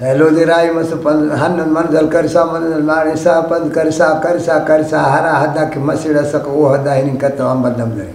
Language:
Brahui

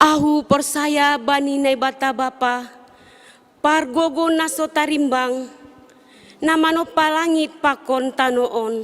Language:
Batak Simalungun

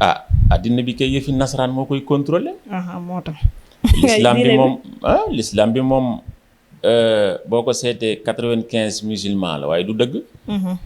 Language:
Wolof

